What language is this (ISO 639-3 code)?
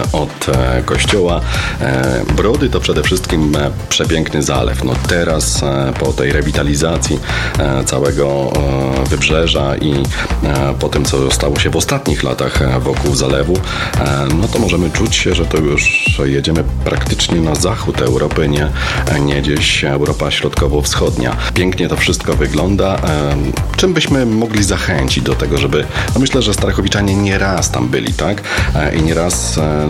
pol